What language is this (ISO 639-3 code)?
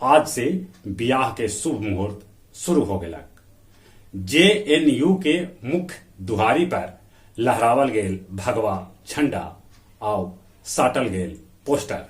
mag